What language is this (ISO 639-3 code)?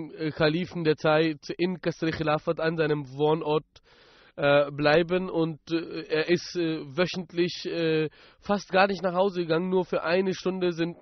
deu